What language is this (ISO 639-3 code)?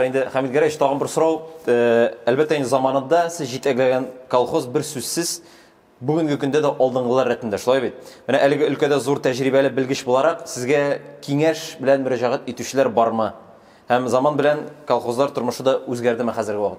tat